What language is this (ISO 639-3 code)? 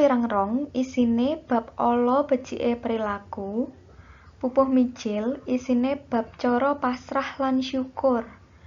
jav